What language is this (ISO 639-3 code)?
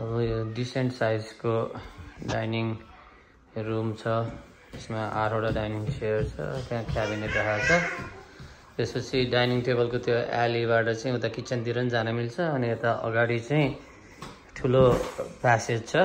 nep